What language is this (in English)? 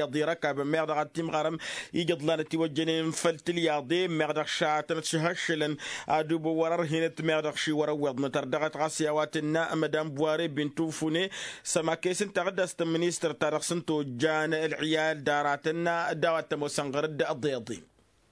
Tamasheq